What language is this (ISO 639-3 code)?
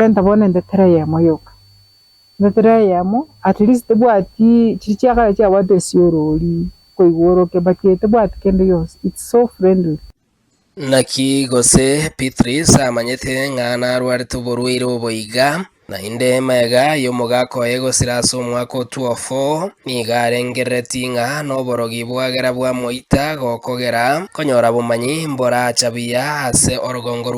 guz